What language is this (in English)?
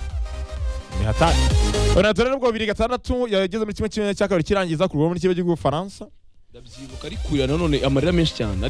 Kinyarwanda